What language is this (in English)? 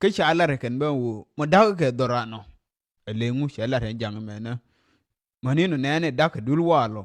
Nuer